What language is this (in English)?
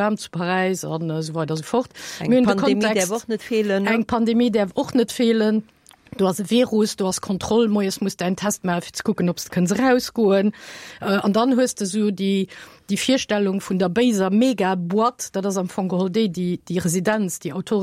Luxembourgish